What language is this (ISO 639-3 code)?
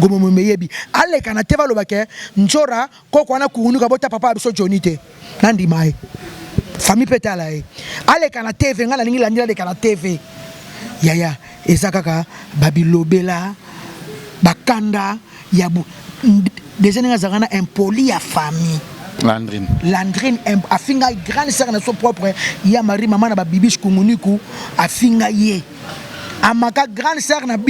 lin